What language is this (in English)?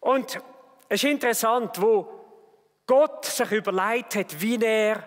Swiss German